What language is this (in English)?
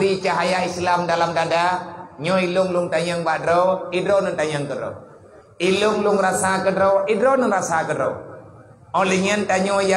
Achinese